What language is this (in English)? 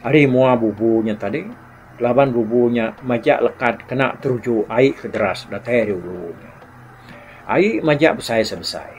Iban